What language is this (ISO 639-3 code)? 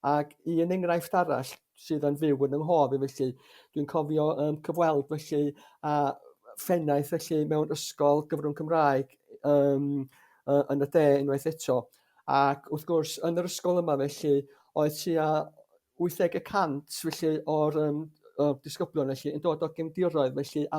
cym